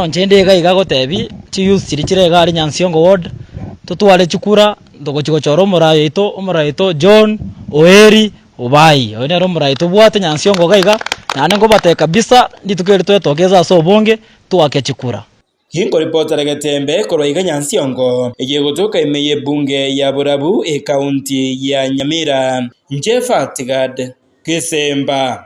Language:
Gusii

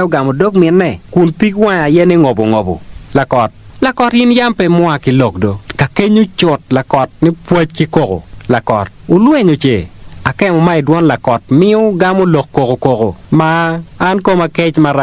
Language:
Acoli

